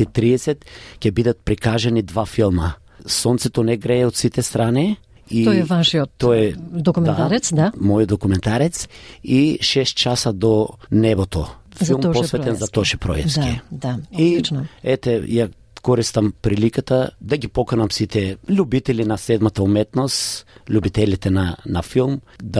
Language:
Macedonian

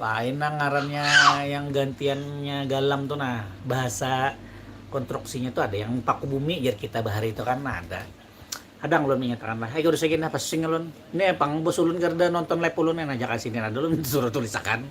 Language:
Banjar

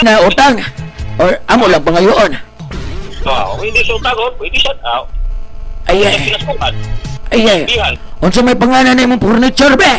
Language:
Cebuano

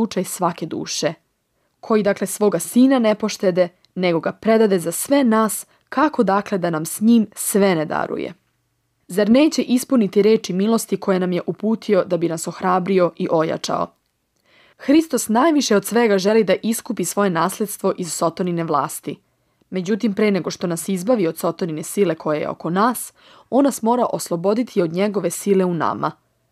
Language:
Serbian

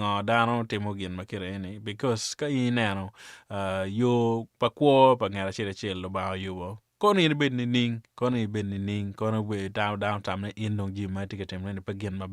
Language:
Acoli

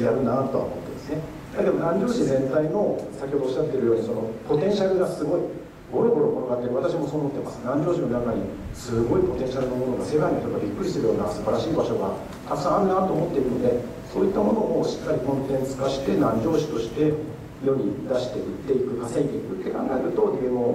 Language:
Japanese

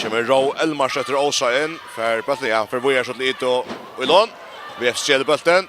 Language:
Faroese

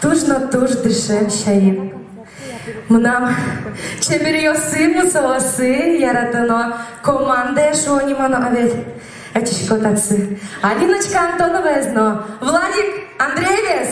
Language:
Udmurt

